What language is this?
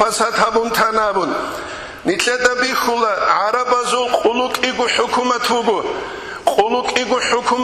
Avaric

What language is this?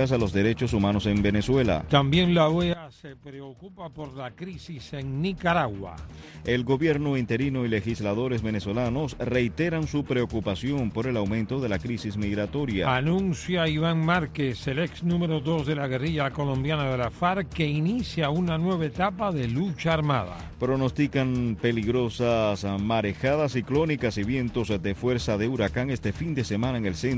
Spanish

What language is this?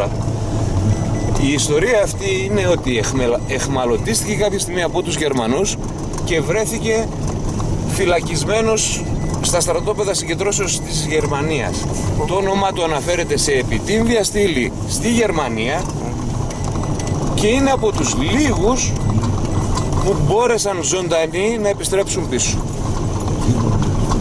Greek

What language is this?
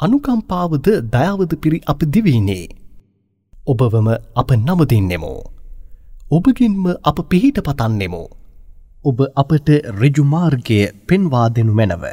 Sinhala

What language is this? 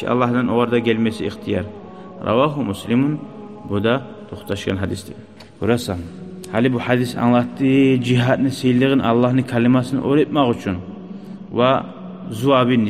Kumyk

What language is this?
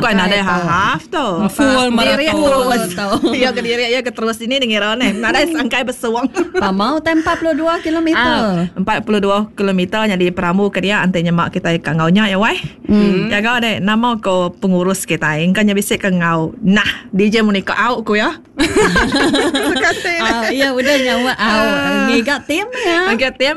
Iban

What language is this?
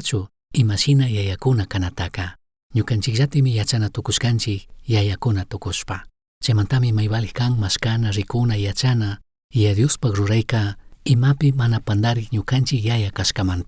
Chimborazo Highland Quichua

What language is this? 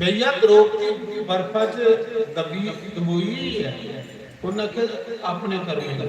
Dogri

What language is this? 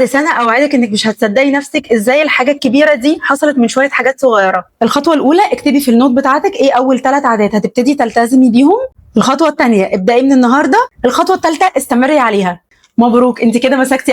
Egyptian Arabic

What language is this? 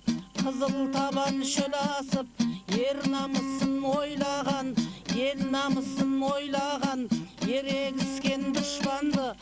Kara-Kalpak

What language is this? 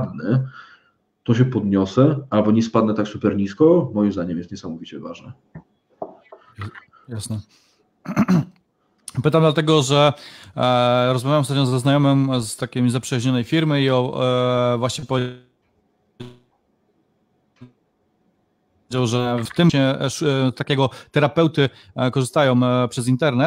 Polish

